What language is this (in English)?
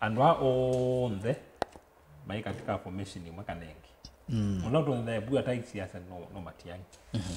Kamba